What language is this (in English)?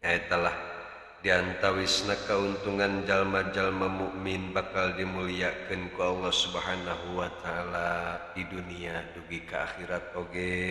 Sundanese